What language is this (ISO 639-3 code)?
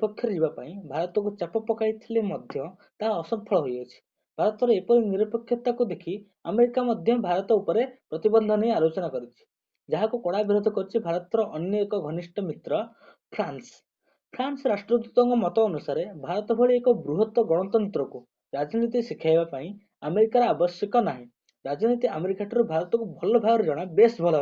ori